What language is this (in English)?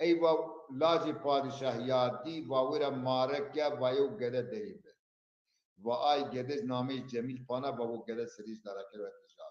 Zaza